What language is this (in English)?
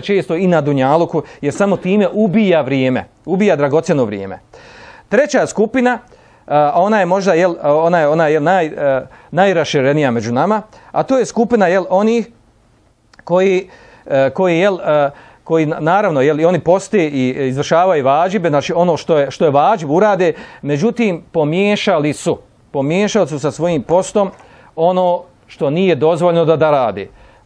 Bosnian